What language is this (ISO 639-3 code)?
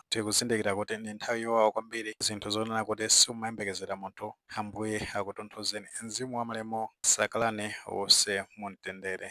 nya